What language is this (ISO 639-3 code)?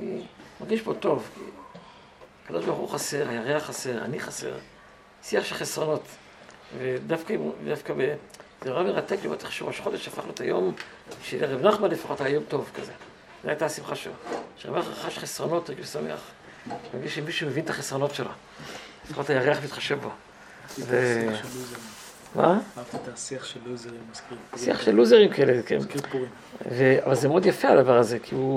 heb